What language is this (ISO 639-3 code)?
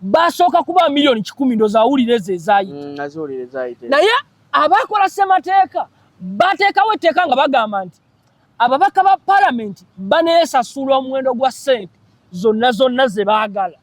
lug